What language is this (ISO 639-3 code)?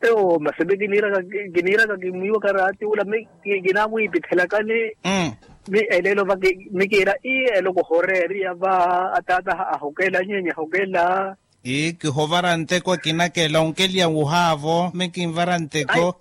vmw